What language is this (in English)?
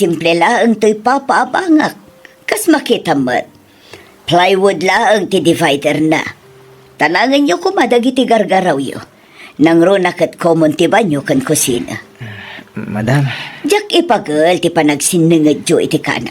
Iloko